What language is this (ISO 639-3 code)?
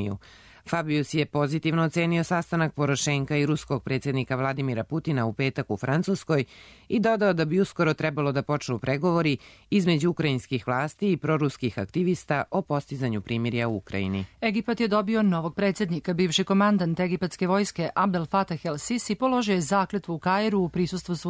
srp